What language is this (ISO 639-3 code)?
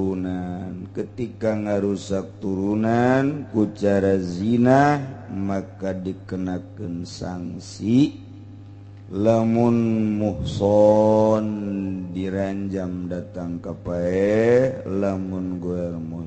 sun